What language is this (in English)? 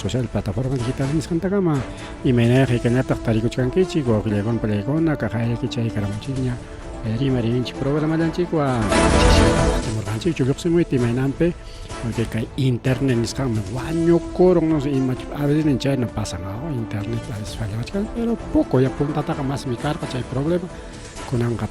Ayacucho Quechua